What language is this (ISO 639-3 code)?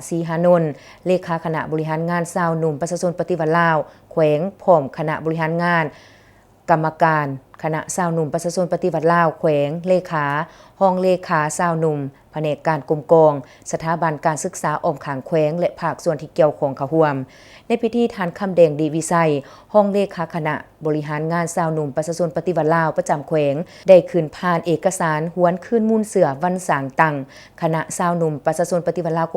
lao